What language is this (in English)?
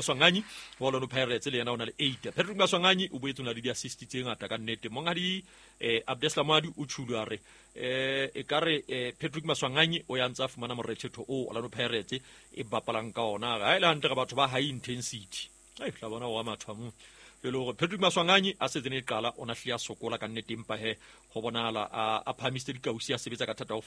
Southern Sotho